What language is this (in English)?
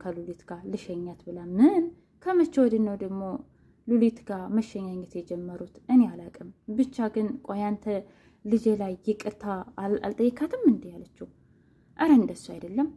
Amharic